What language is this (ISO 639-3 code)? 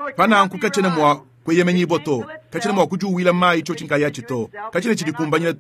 lua